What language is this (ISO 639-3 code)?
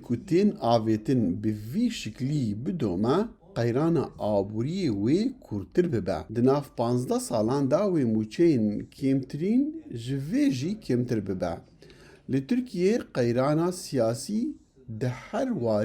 kur